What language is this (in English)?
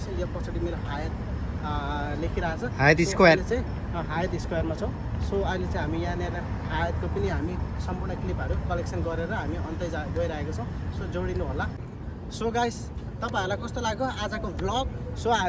Nepali